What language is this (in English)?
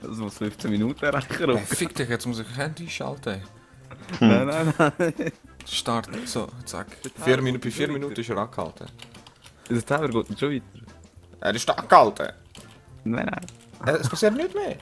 Swiss German